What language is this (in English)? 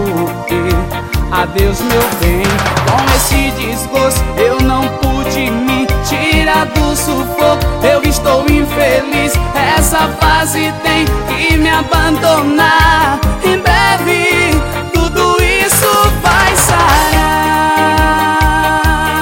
Portuguese